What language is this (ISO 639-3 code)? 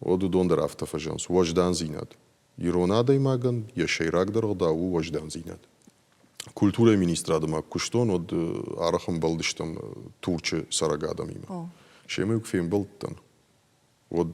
oss